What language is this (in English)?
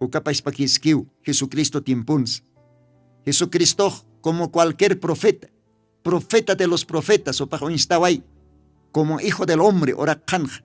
Aymara